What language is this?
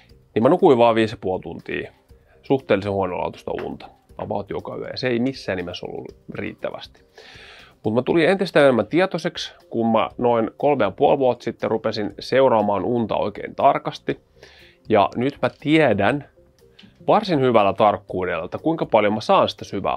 Finnish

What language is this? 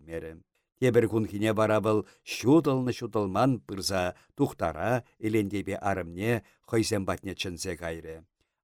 Chuvash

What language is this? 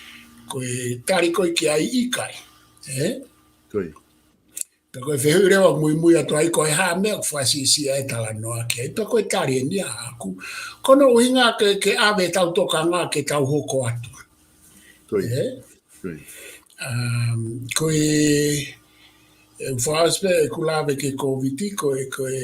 Tongan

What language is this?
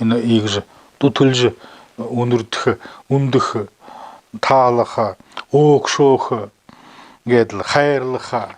Buriat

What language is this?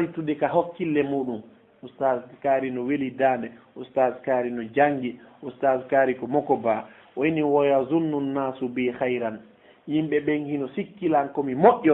Fula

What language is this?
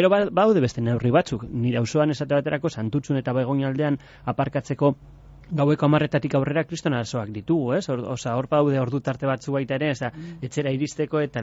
Basque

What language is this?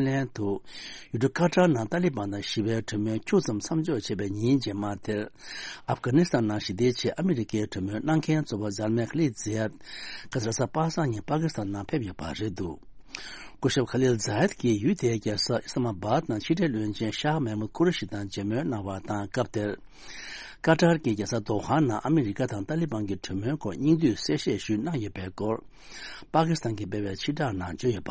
Tibetan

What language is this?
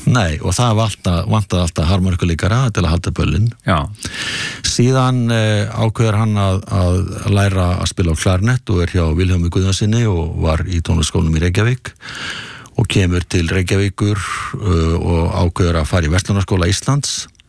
Icelandic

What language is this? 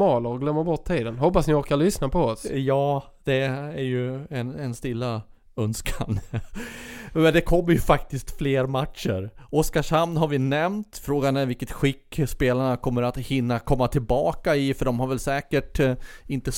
Swedish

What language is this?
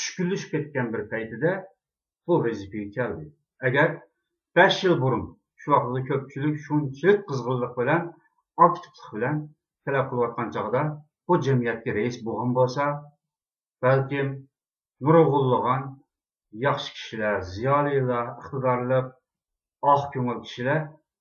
Uyghur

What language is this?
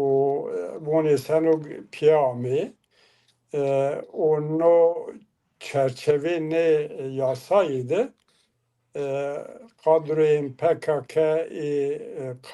Zaza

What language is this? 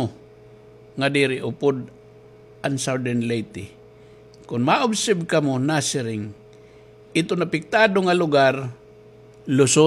Waray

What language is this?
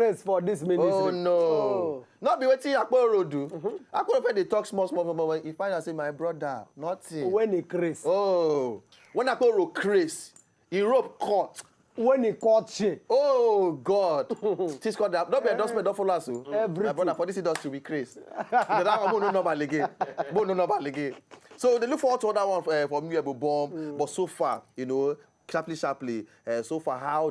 Nigerian Pidgin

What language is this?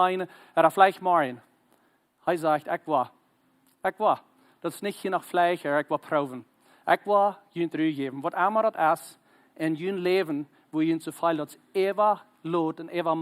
Plautdietsch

